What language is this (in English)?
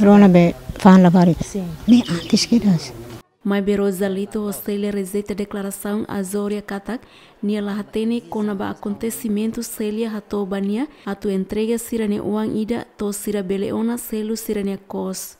Tetum